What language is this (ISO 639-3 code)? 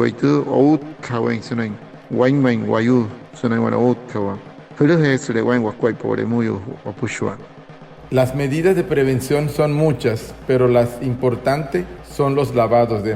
guc